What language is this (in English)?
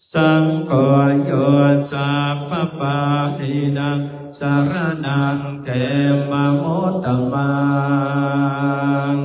Pali